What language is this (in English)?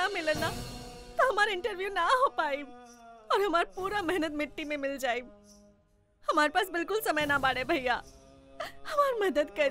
Bhojpuri